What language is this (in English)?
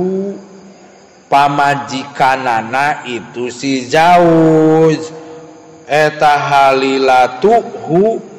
Sundanese